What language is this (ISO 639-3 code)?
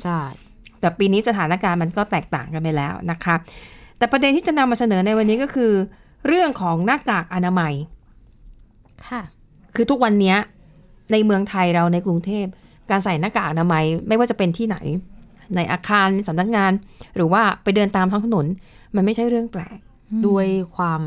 tha